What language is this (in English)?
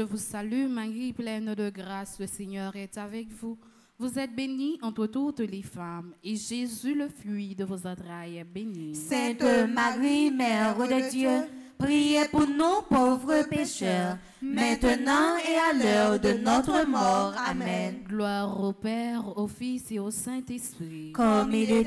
French